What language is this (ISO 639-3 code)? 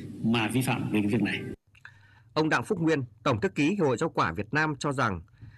vie